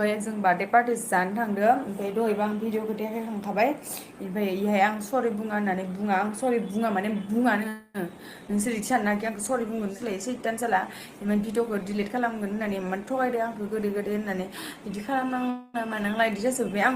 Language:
Bodo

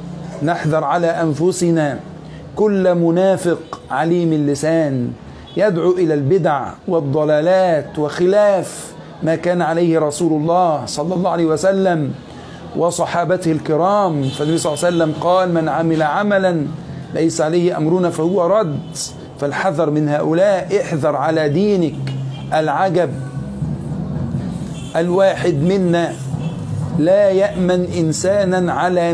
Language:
Arabic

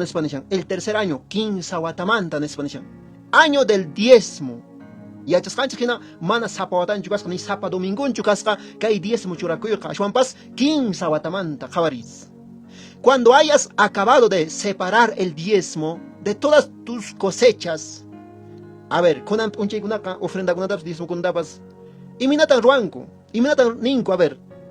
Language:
Quechua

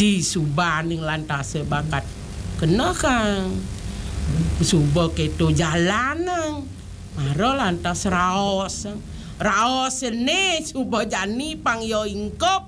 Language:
Balinese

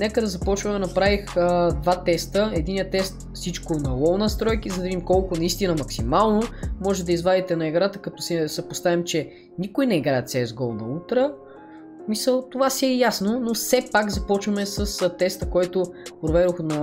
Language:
Bulgarian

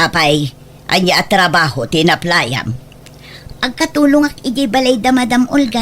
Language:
Iloko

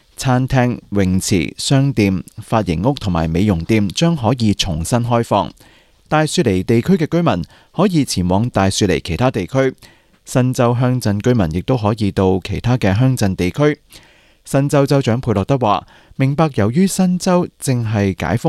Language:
Cantonese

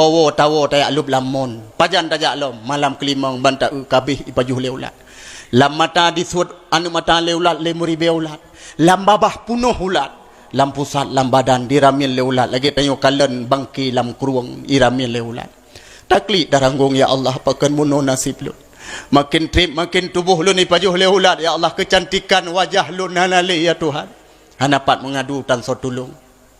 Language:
Achinese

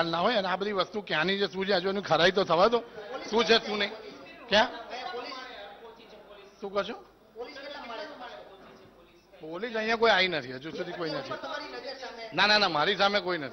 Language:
Gujarati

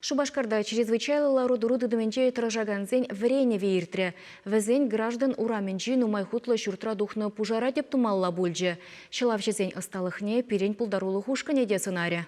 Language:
Chuvash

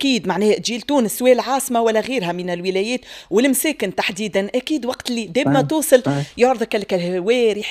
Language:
Tunisian Arabic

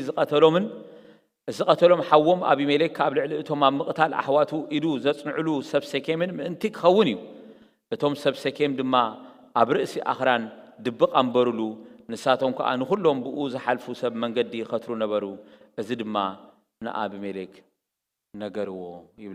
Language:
Tigrinya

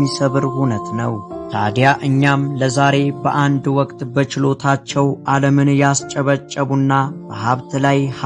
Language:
Amharic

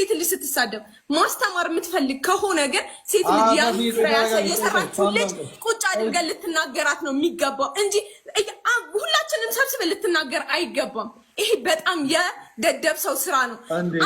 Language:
Amharic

